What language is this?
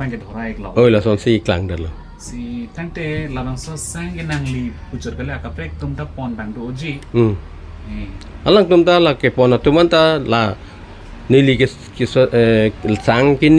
Karbi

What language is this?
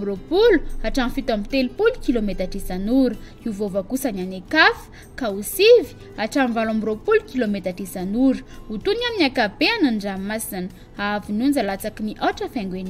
Malagasy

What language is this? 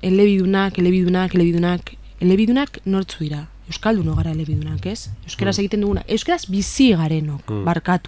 Basque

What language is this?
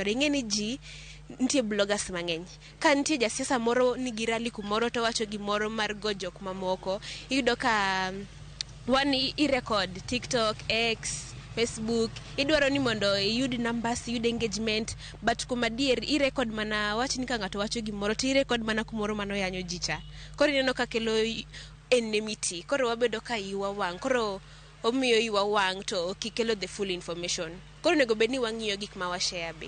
Luo (Kenya and Tanzania)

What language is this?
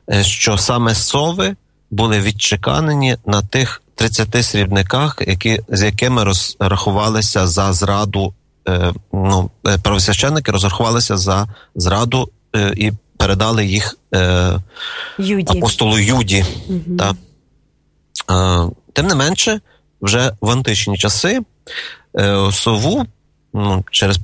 Ukrainian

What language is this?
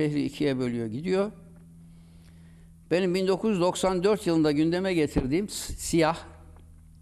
Turkish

